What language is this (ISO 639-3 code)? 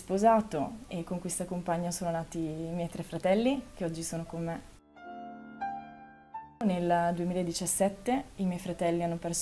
ita